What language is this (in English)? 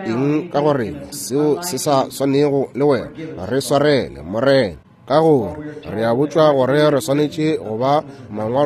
Northern Sotho